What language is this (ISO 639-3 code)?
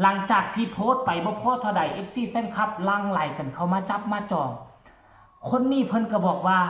lao